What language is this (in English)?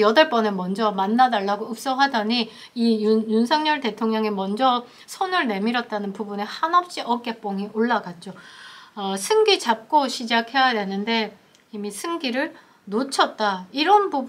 Korean